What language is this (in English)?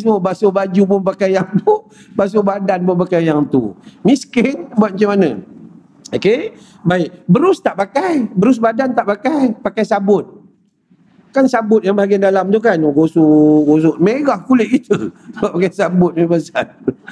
Malay